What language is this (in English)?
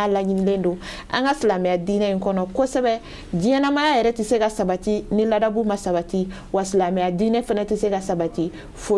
Bambara